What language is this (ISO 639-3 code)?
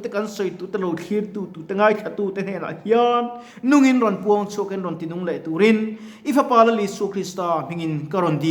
lus